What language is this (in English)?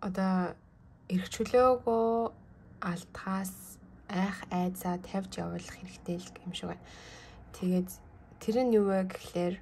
Mongolian